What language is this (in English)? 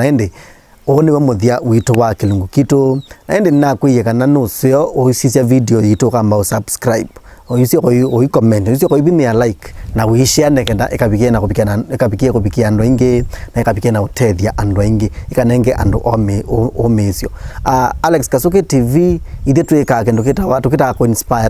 Kamba